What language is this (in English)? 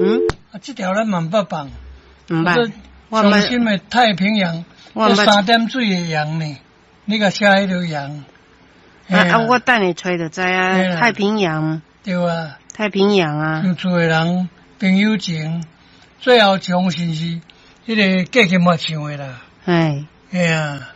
Min Nan Chinese